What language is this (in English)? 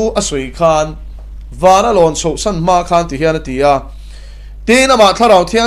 Mizo